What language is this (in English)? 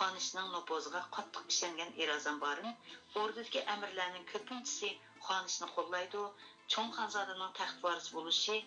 Uyghur